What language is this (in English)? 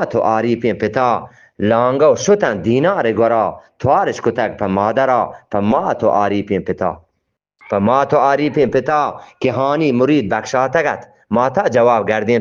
Eastern Balochi